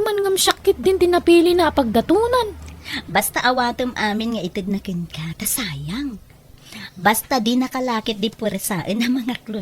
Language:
Iloko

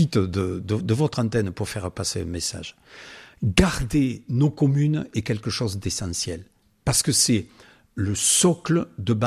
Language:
French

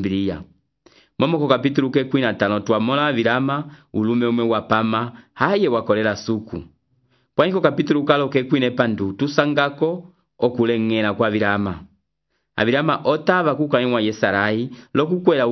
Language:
Umbundu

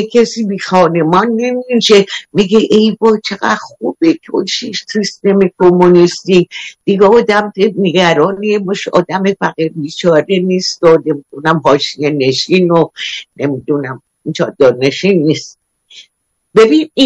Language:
Persian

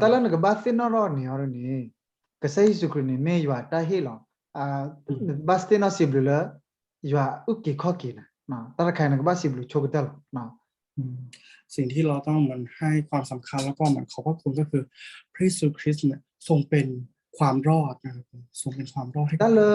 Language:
S'gaw Karen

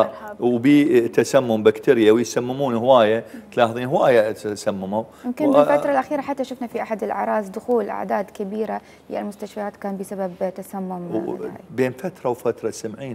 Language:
Mesopotamian Arabic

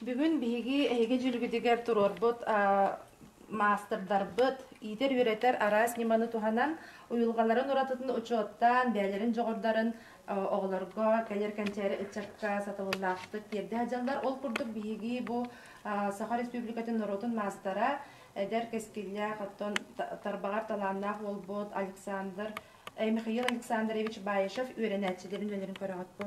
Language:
Yakut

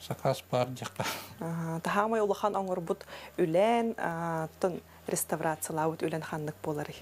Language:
Yakut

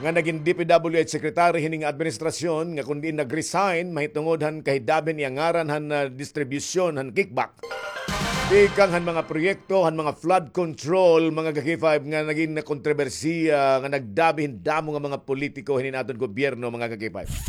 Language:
Waray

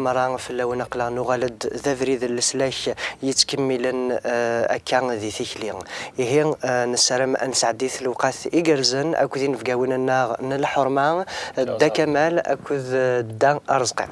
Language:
Kabyle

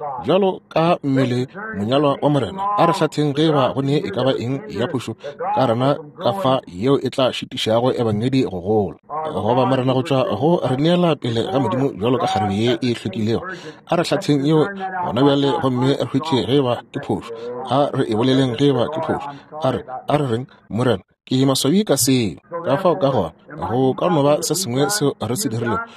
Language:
Northern Sotho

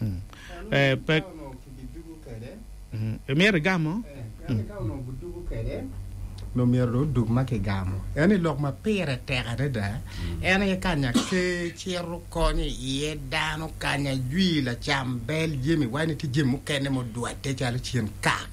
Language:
Acoli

